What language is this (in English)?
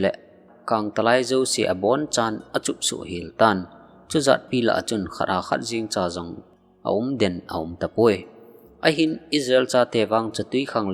Thado Chin